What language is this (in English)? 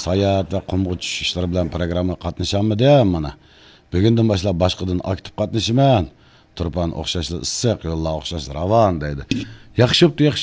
Uyghur